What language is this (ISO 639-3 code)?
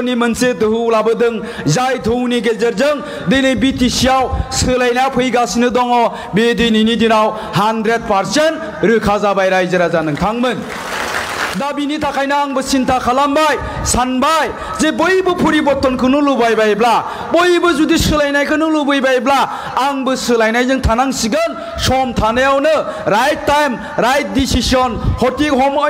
brx